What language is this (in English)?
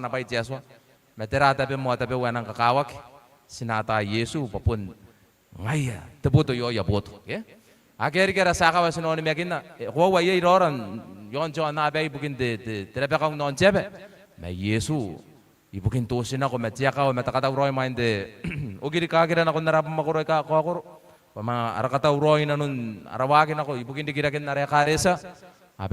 Gilbertese